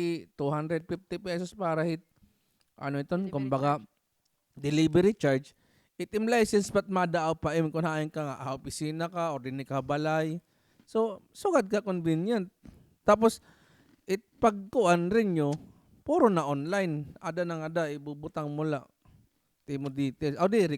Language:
Waray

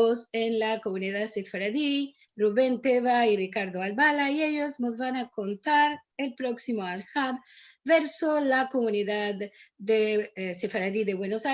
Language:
Ladino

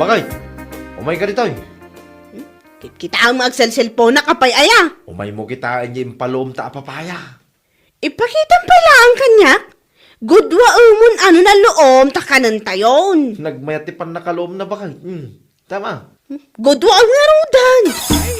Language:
Iloko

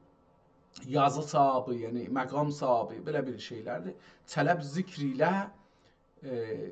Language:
South Azerbaijani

